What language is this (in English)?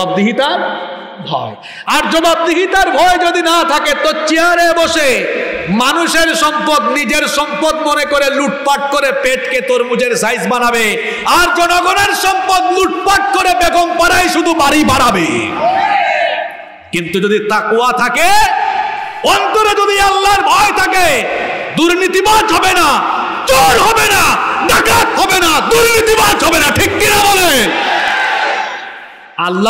Bangla